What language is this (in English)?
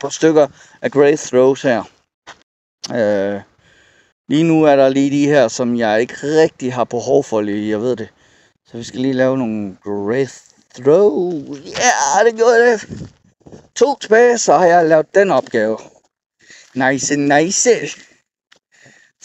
Danish